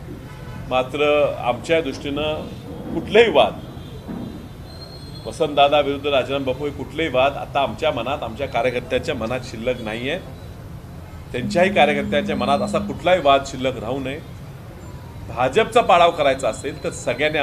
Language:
Marathi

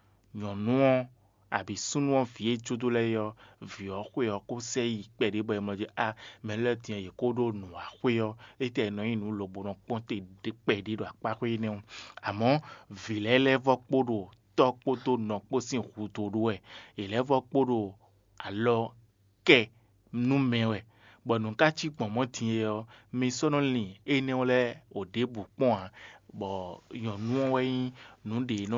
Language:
Fon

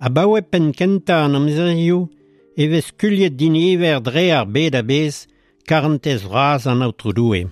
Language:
Breton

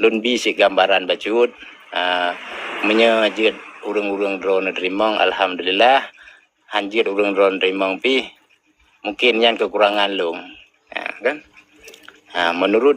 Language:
Achinese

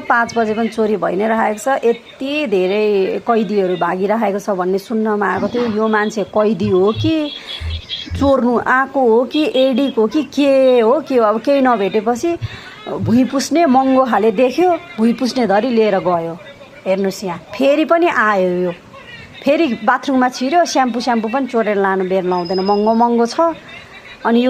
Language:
Nepali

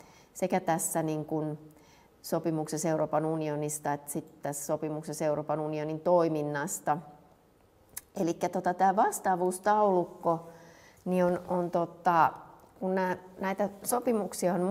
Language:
Finnish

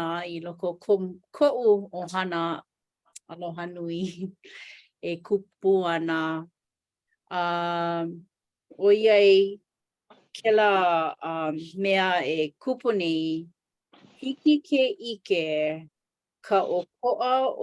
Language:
Hawaiian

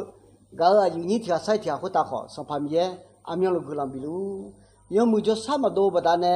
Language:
Akha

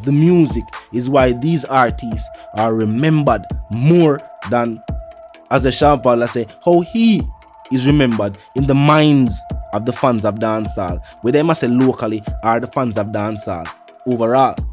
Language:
Jamaican Creole English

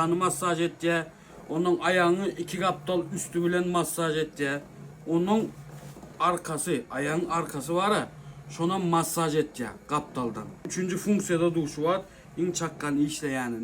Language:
Turkmen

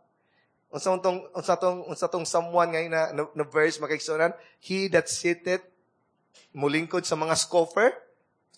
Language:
Cebuano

